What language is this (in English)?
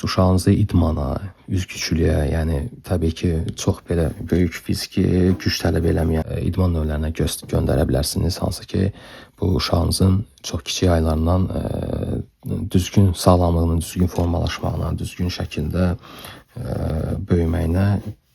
Azerbaijani